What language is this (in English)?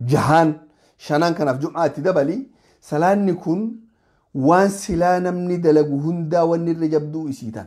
Oromo